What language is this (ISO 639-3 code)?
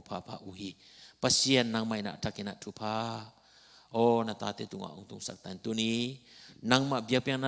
ctd